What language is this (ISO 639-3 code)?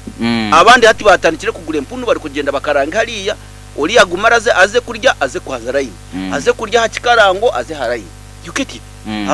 nyn